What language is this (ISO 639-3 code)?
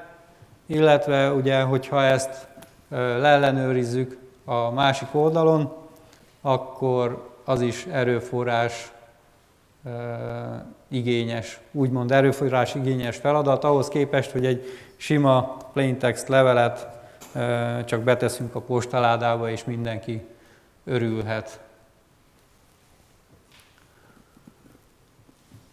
hun